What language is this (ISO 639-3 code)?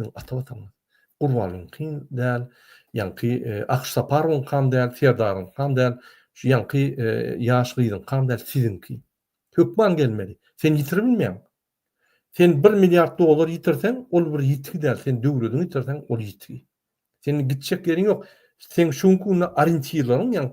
tuk